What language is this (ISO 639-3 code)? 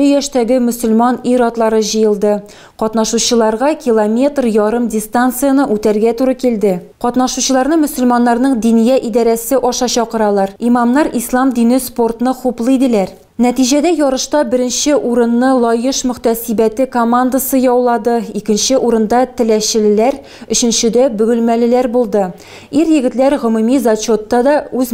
tat